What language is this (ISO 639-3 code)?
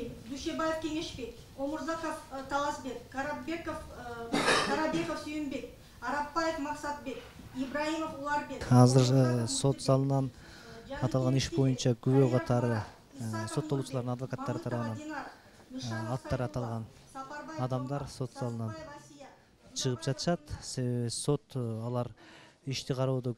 kir